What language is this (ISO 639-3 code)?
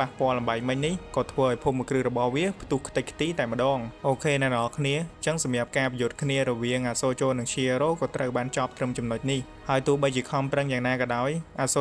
khm